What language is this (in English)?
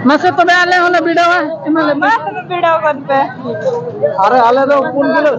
Santali